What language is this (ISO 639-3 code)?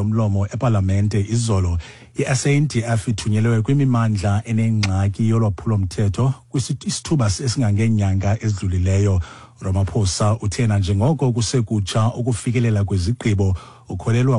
xho